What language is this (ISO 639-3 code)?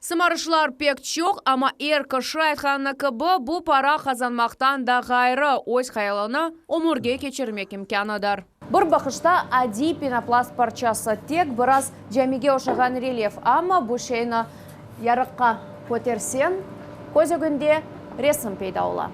crh